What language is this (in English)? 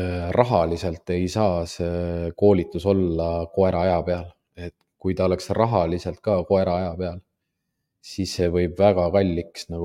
Estonian